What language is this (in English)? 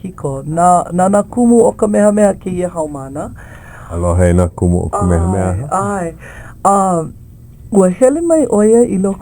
Hawaiian